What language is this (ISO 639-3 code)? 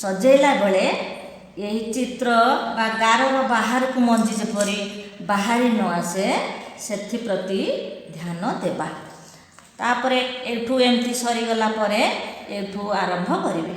ori